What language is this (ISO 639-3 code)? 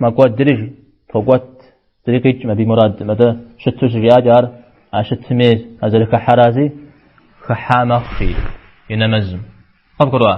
kbd